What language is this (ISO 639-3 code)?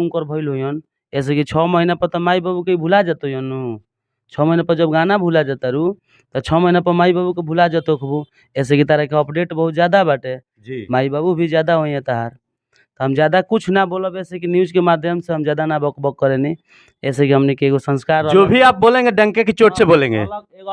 bho